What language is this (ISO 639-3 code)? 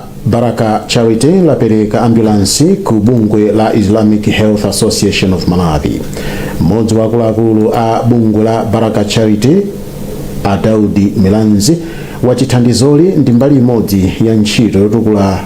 nya